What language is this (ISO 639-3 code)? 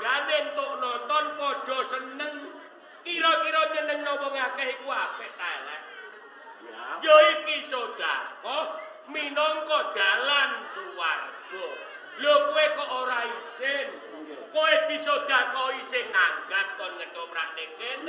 jav